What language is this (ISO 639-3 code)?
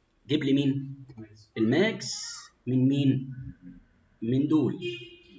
arz